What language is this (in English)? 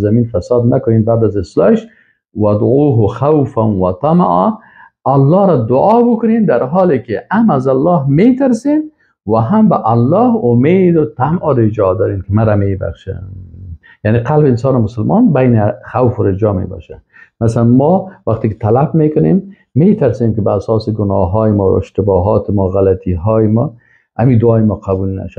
Persian